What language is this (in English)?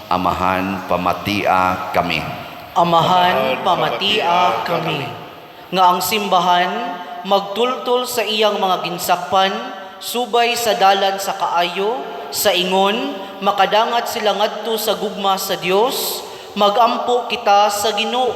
Cebuano